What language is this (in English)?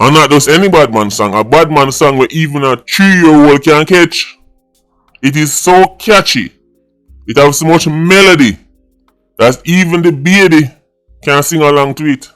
Jamaican Creole English